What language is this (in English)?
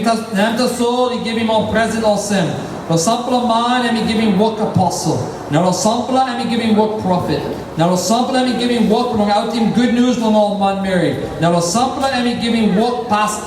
Tok Pisin